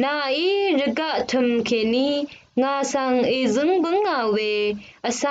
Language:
Rawang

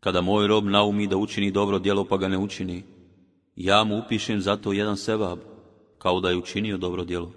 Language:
Bosnian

